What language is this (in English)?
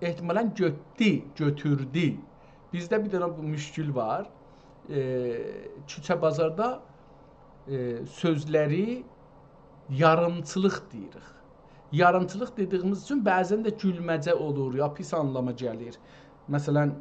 South Azerbaijani